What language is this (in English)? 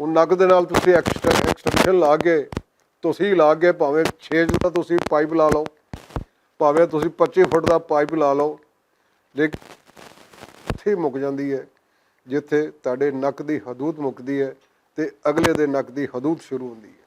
Western Panjabi